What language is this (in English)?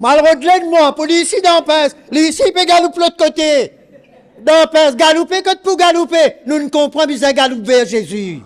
Morisyen